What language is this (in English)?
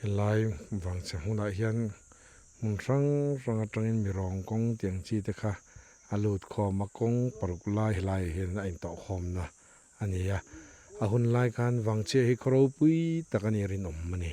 Mizo